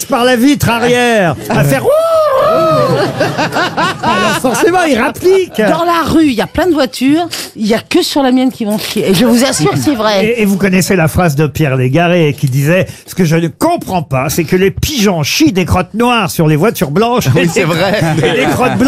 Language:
French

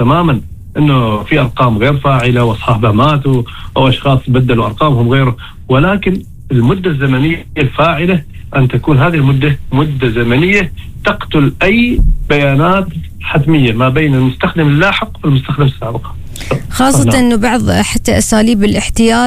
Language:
Arabic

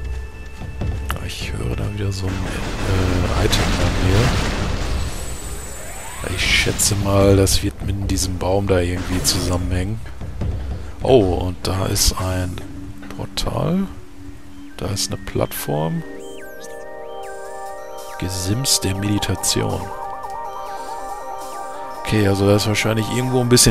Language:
German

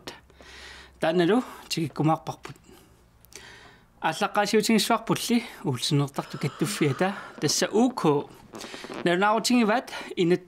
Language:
Kalaallisut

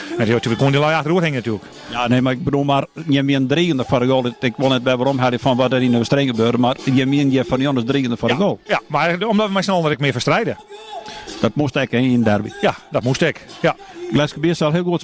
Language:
Western Frisian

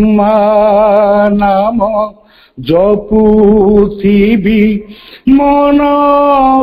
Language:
Odia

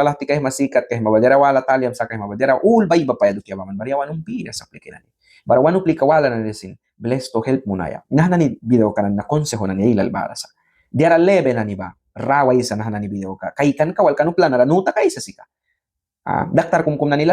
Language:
Mískito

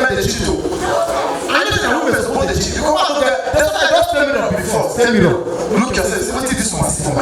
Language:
Nigerian Pidgin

